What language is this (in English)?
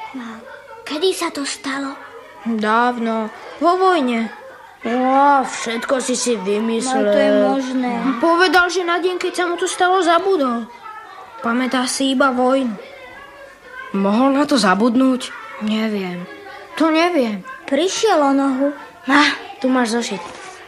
Slovak